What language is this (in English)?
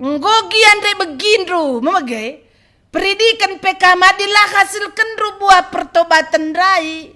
Batak Karo